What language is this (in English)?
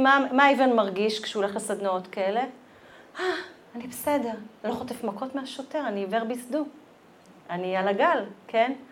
Hebrew